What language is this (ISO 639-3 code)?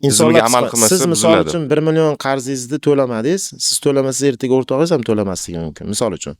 uzb